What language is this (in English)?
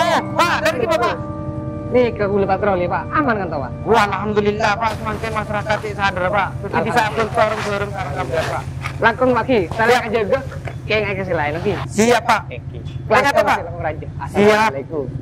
Madurese